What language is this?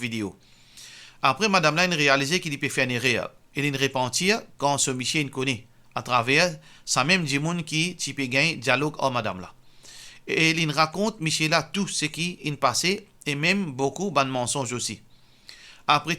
Morisyen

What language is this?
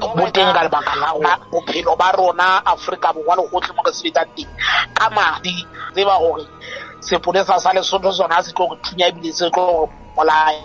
Southern Sotho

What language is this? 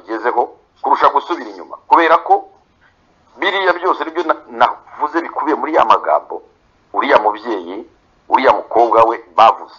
Kinyarwanda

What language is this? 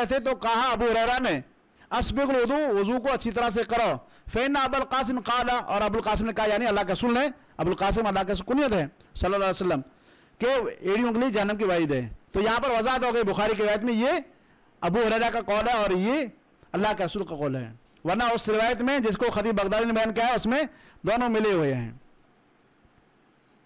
Urdu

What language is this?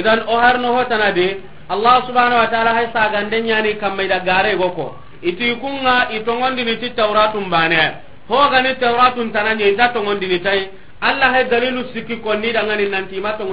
Soninke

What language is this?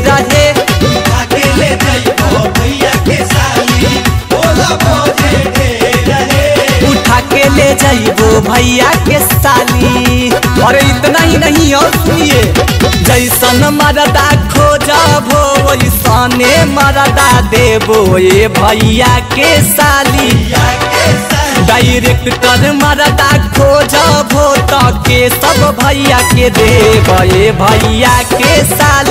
Bhojpuri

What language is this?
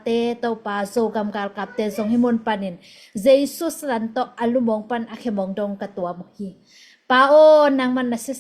Tedim Chin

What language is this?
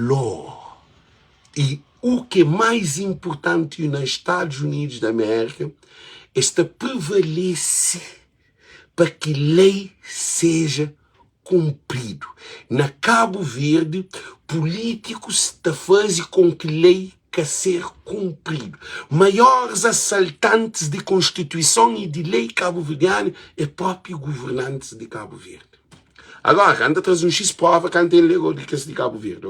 Kabuverdianu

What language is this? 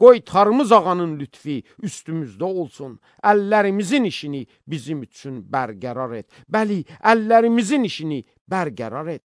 Azerbaijani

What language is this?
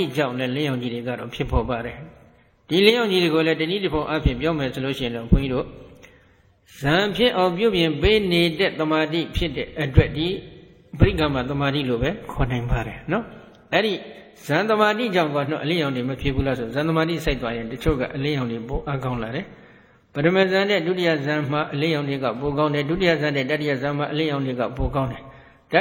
Burmese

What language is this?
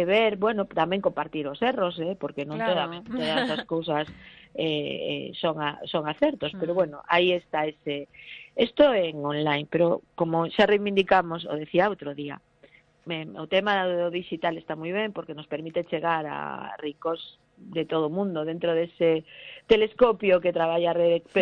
Galician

